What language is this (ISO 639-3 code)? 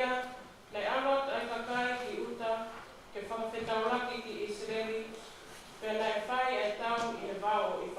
ton